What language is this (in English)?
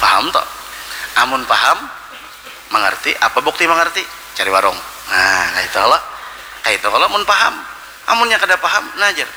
Banjar